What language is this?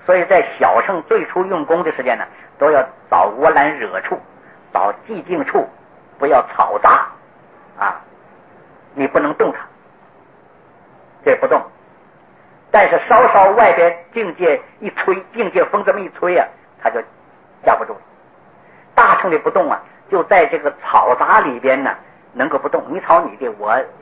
Chinese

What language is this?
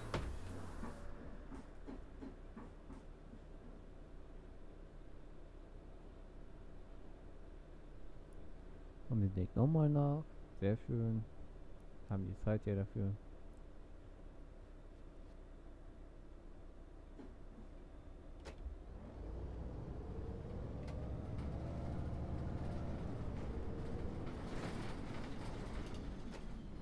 German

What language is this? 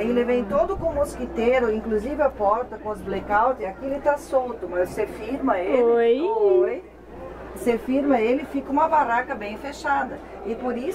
Portuguese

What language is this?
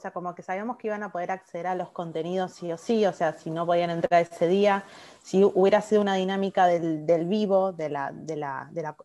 Spanish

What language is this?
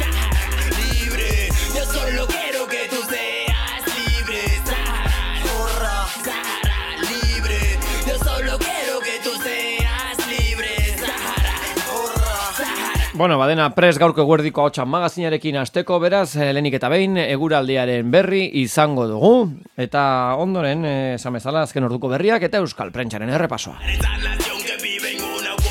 Basque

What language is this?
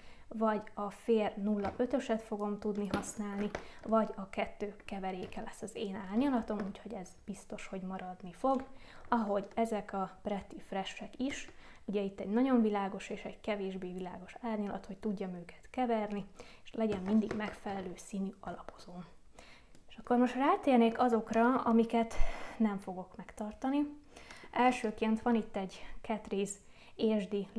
Hungarian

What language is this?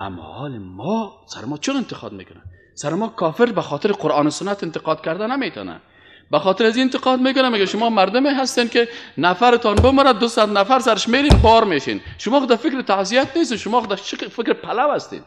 Persian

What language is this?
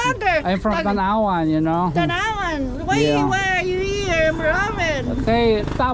Waray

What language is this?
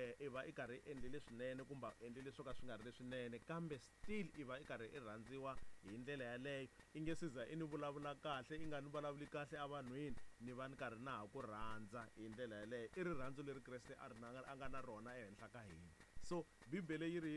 Tsonga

